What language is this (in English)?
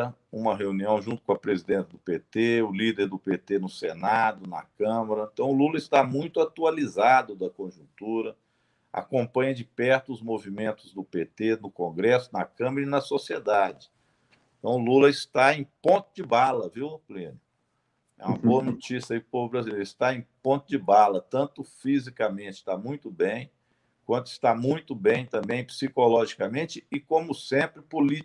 Portuguese